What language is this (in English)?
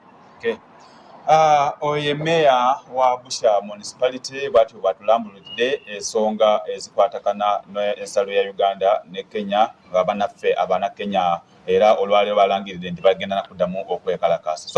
Ganda